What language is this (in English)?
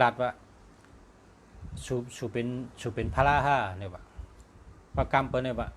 Shan